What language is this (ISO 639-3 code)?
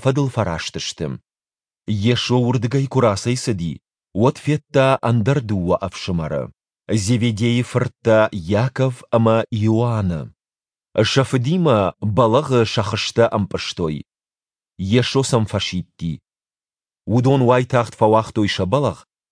oss